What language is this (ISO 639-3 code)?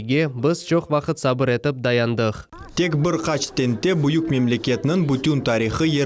crh